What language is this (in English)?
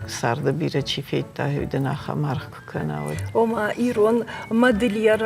Ossetic